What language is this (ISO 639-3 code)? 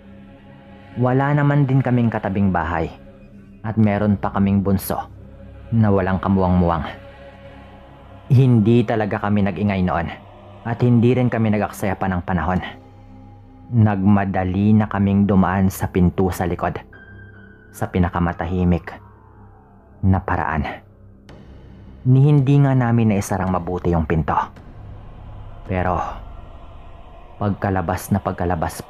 fil